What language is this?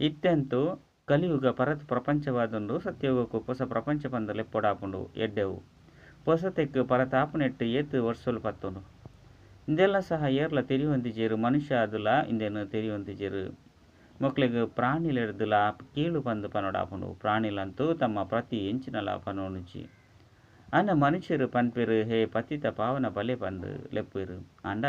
Tulu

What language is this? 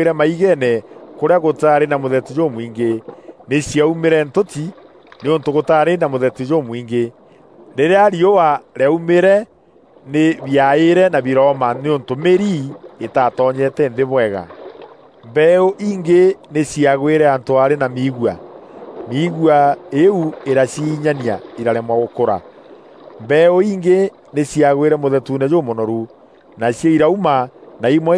Meru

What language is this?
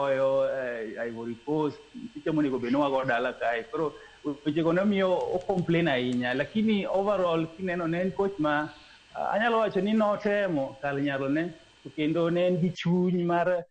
Luo (Kenya and Tanzania)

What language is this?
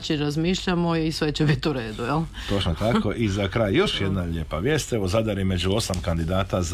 Croatian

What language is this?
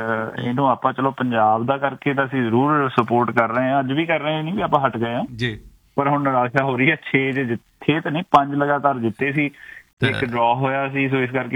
Punjabi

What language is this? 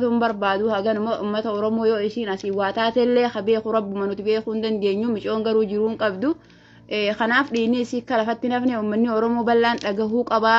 Oromo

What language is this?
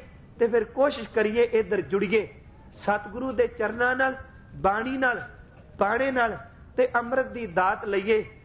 Punjabi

